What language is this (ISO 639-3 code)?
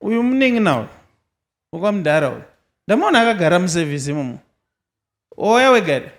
sna